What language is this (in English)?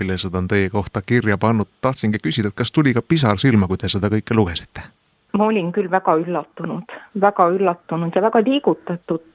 Estonian